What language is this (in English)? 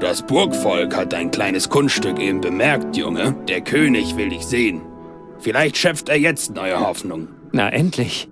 Bavarian